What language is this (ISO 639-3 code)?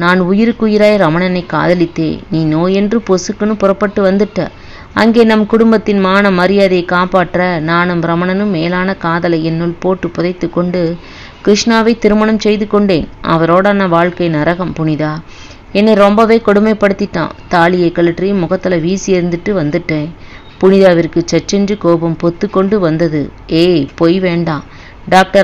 tam